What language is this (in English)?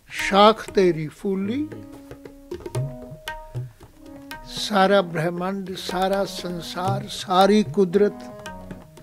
Punjabi